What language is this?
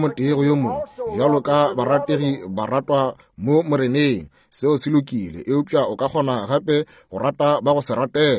Northern Sotho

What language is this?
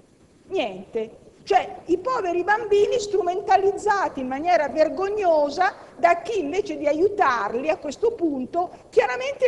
Italian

